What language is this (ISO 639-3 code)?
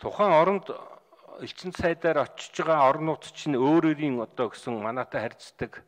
mon